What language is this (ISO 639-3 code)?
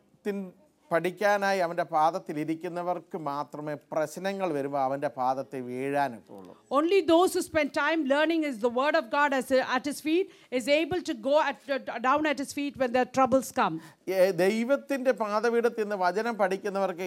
mal